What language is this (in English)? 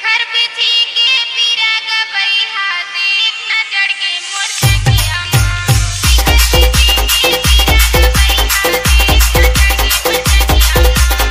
Chhattisgarhi